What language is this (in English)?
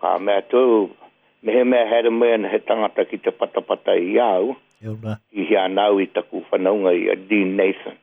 Māori